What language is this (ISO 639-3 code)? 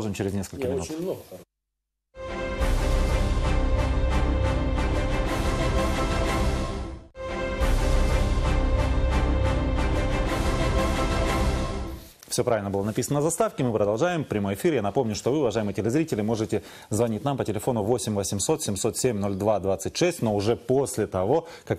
rus